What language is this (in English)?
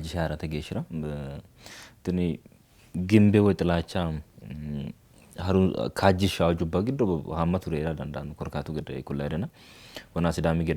Sidamo